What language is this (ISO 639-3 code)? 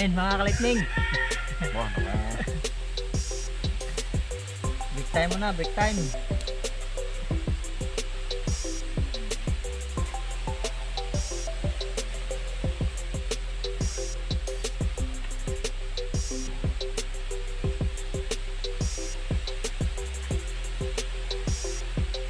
fil